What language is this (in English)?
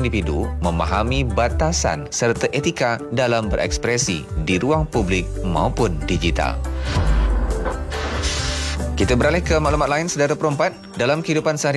Malay